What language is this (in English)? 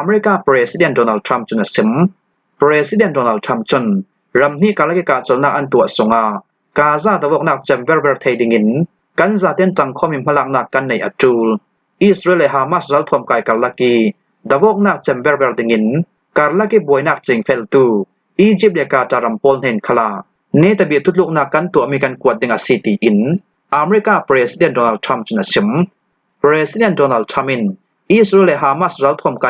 Falam Chin